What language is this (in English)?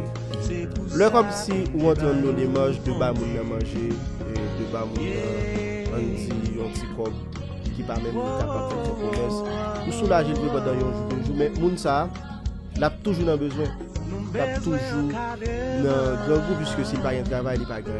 Haitian Creole